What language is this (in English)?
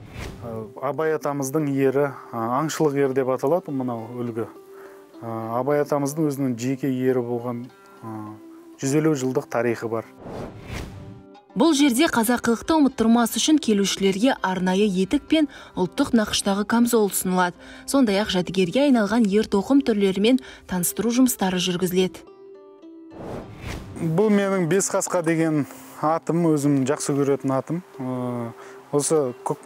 Kazakh